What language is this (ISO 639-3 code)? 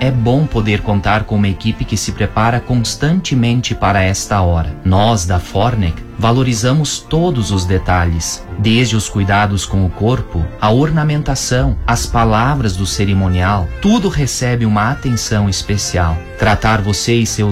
por